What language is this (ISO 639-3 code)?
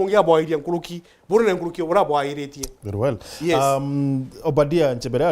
mer